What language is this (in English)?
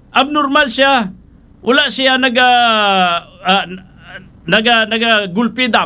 Hiligaynon